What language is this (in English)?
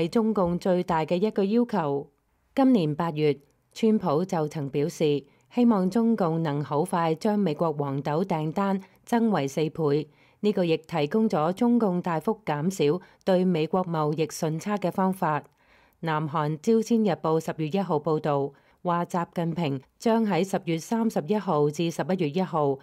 Cantonese